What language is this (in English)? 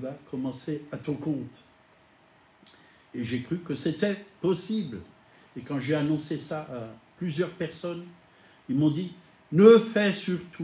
French